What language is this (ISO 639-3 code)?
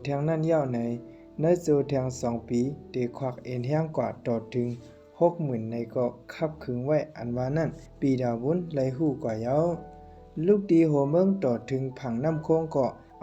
shn